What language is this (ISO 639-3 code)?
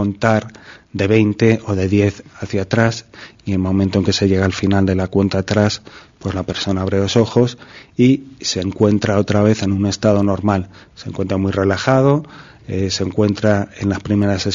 spa